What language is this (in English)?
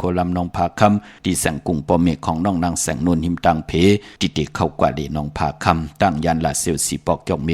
Shan